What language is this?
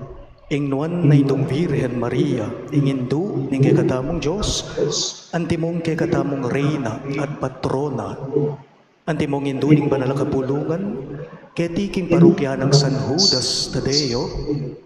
Pampanga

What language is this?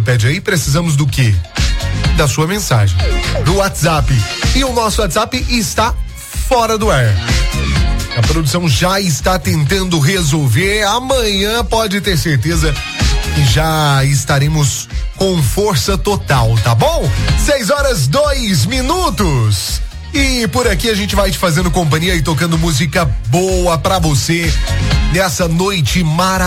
Portuguese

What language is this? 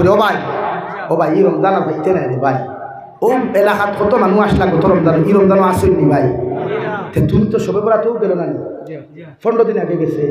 Sylheti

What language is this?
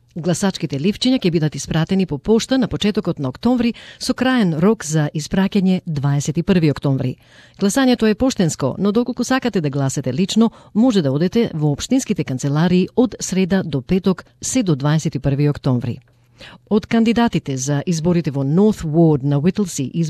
Macedonian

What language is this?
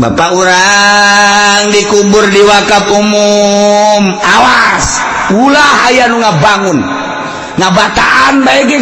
Sundanese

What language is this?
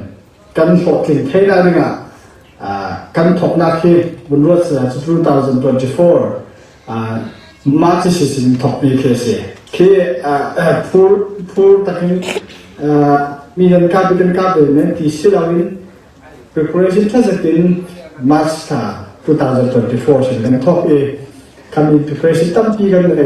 Falam Chin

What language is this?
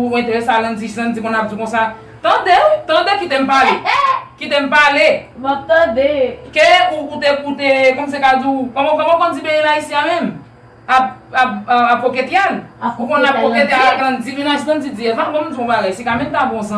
Haitian Creole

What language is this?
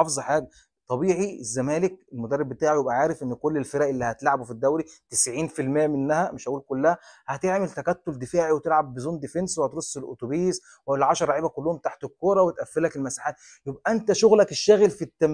Egyptian Arabic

